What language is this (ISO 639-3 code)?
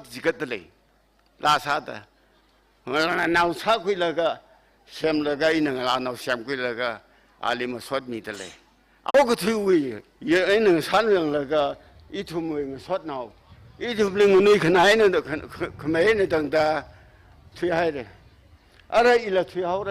nmf